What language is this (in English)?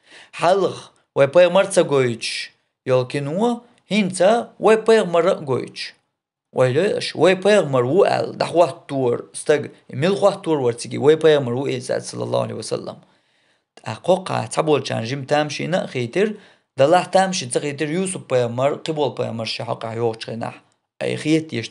Chechen